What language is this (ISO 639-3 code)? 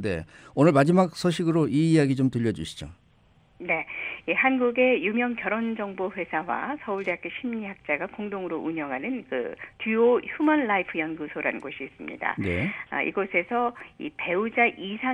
kor